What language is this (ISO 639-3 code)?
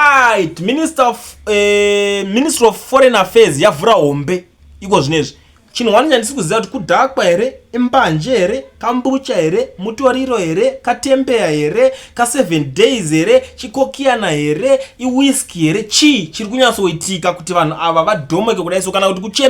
sna